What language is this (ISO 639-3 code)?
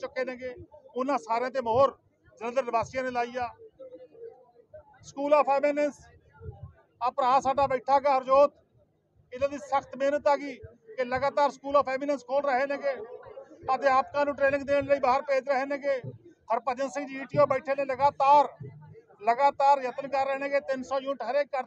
pan